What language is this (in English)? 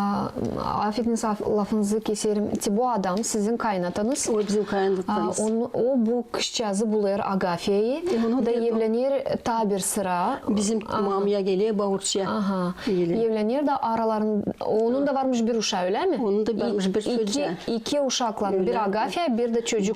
Gagauz